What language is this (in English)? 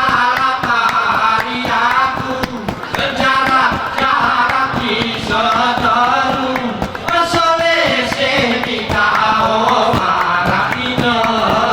Gayo